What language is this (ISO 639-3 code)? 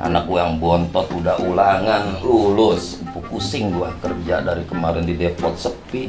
bew